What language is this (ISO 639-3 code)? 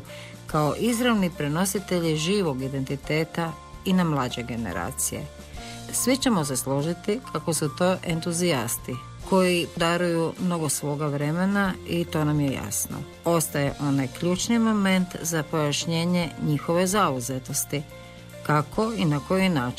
hrv